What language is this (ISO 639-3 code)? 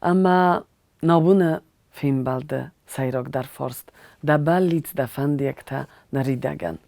oss